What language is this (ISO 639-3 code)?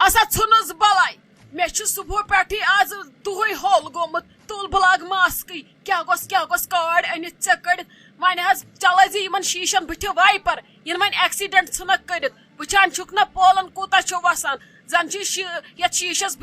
kas